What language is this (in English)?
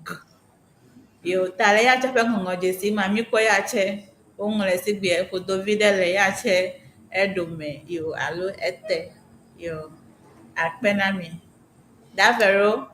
Ewe